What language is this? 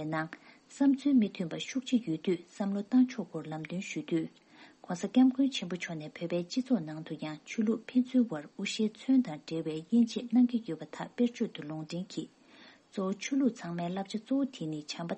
Tibetan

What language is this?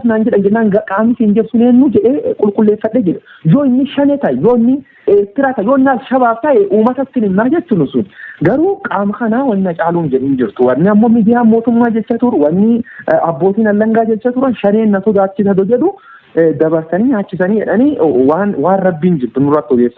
Oromo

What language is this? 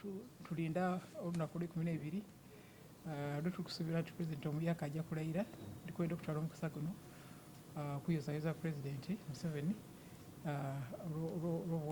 Soga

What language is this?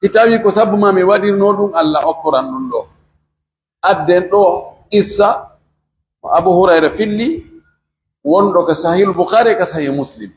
Pular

